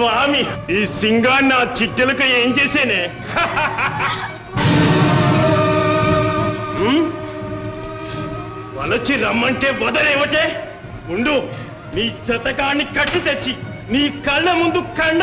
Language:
Telugu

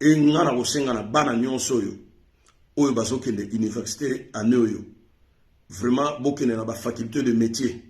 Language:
Lingala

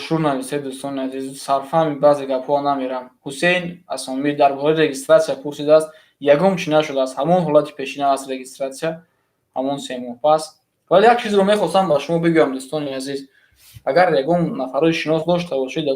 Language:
Tajik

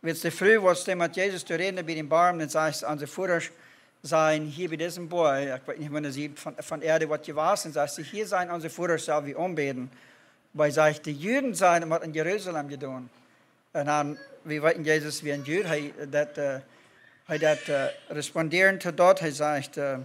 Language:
Plautdietsch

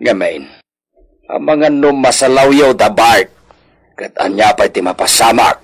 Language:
Iloko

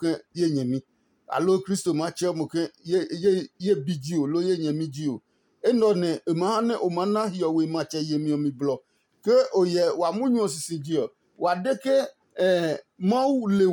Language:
Adangme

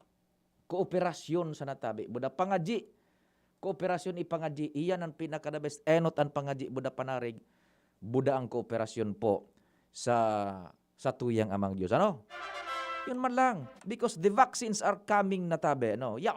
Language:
Bikol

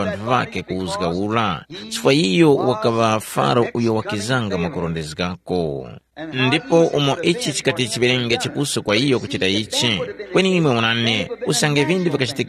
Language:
Tumbuka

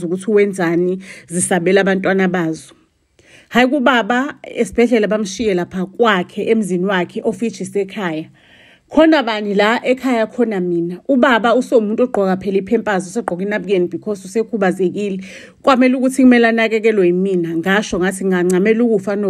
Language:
Zulu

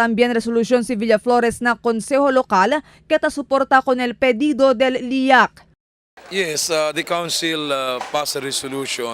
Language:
Chavacano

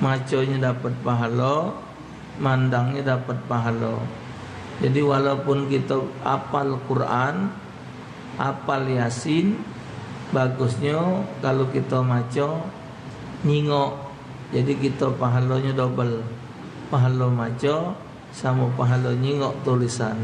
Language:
Musi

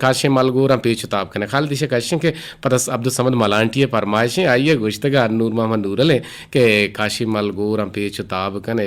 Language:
Eastern Balochi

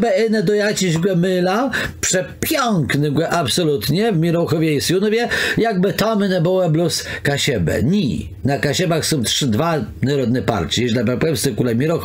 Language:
Kashubian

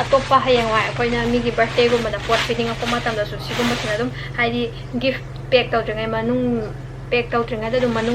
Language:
Manipuri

